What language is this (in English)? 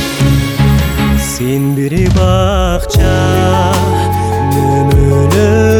Kazakh